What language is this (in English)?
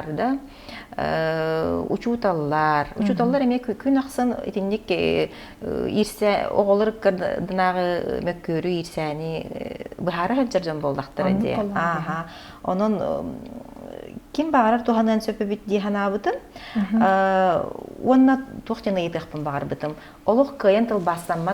Yakut